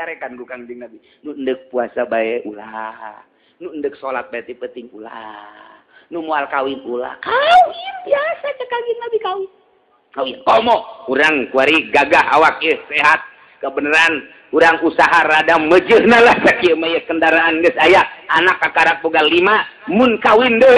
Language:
Sundanese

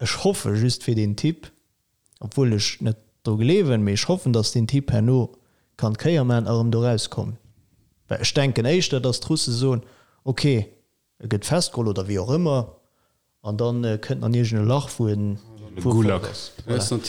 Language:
Luxembourgish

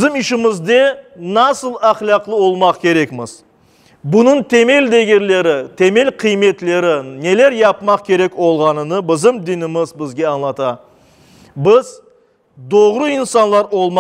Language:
Crimean Tatar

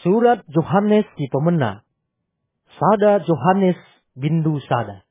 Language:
Batak Karo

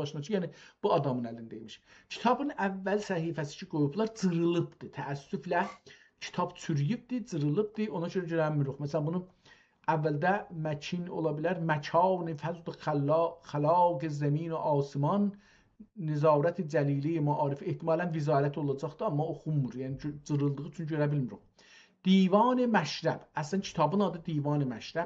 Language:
South Azerbaijani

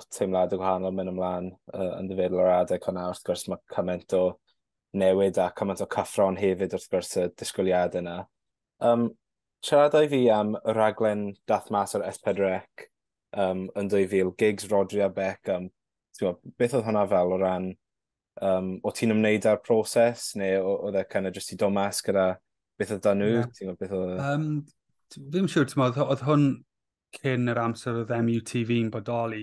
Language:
Welsh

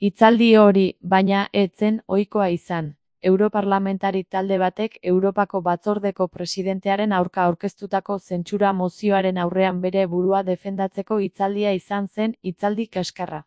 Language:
Basque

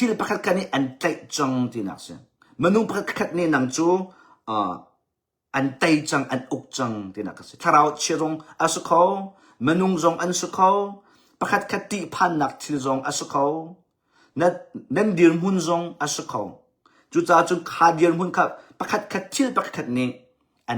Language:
Hakha Chin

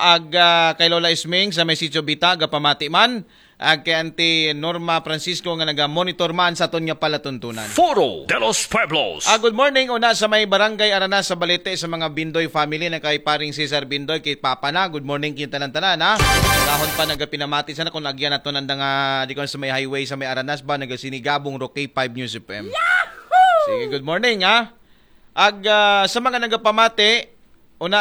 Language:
Aklanon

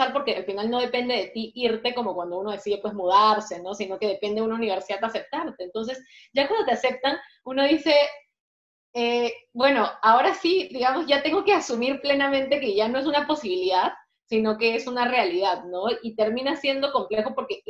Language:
Spanish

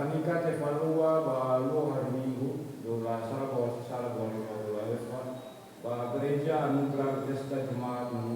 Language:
Nias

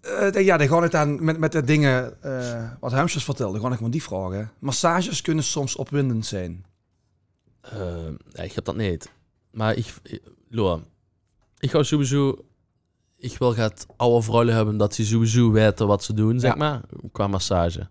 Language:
Limburgish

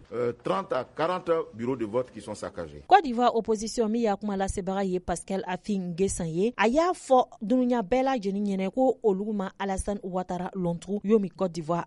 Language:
Bambara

